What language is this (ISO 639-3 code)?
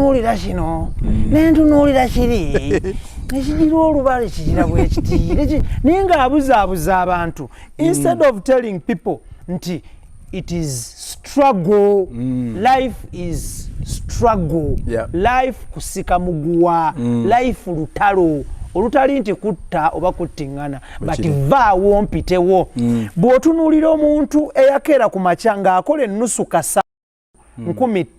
lug